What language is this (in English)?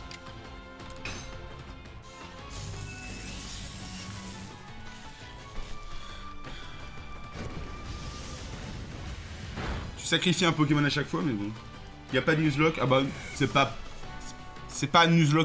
French